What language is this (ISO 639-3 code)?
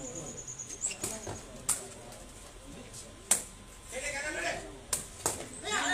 mya